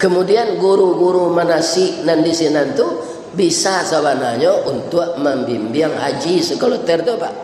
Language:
Minangkabau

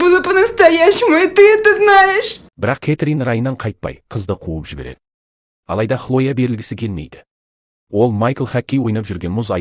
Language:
Kazakh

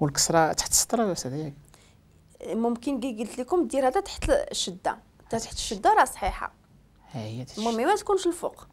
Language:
Moroccan Arabic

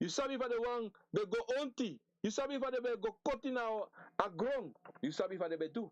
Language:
Sranan Tongo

